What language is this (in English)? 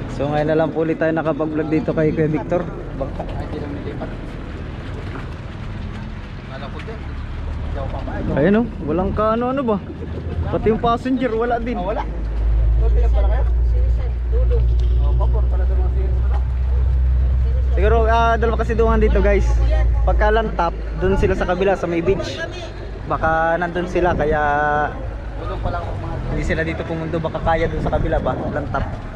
Filipino